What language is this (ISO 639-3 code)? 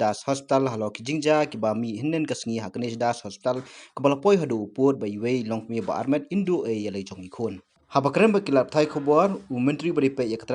kha